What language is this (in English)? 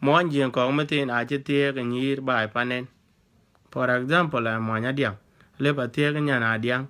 Dinka